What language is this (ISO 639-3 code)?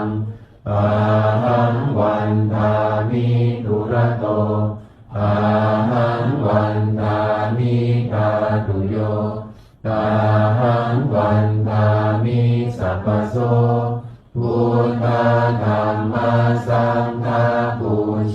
pli